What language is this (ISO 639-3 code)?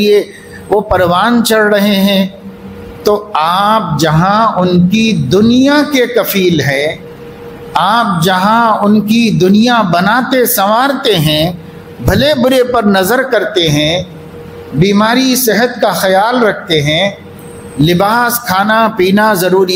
urd